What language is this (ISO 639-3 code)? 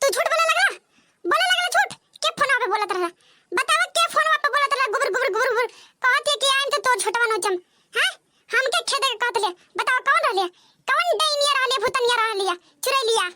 bho